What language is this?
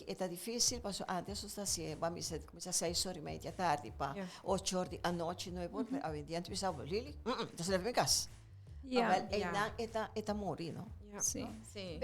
Papiamento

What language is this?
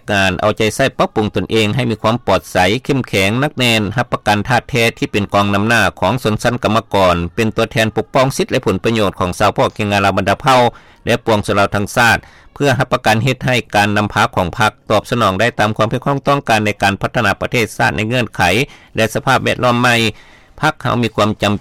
Lao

